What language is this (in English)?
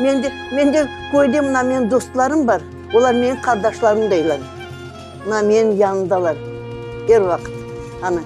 Crimean Tatar